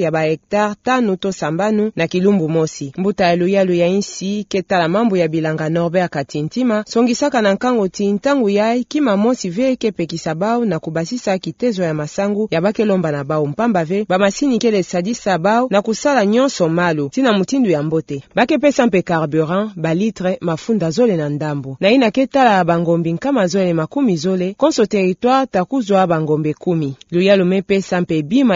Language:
Kituba (Democratic Republic of Congo)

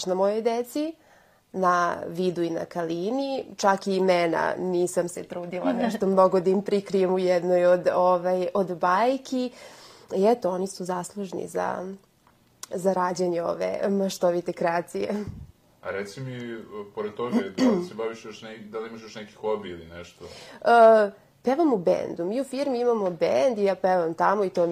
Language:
Serbian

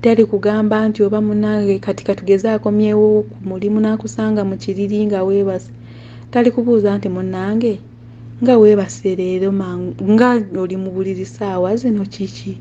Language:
Ganda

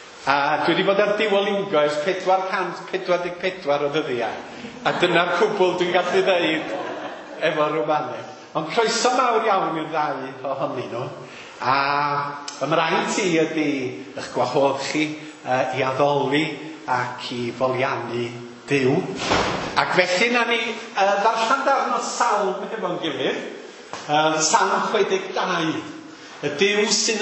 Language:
Welsh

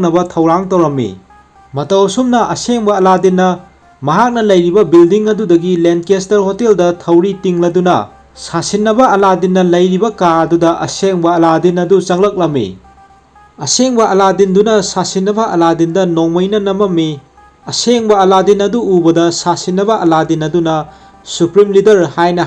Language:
Manipuri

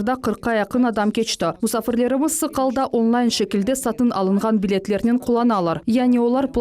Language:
Crimean Tatar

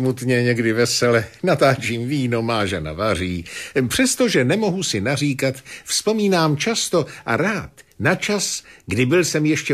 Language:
Czech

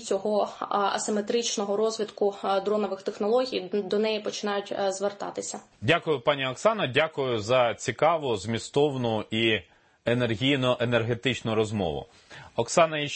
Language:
Ukrainian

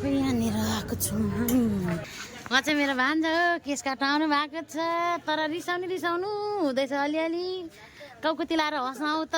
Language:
Nepali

